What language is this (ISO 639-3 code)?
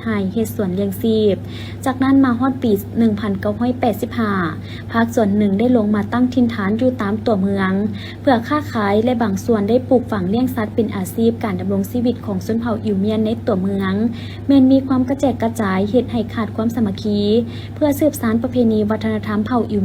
lao